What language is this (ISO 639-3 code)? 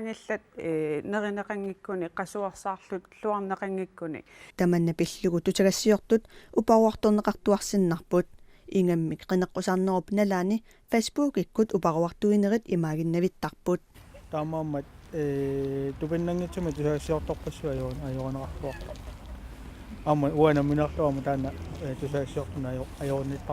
kal